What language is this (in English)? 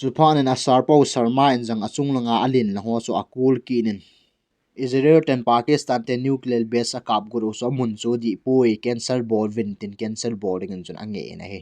Thado Chin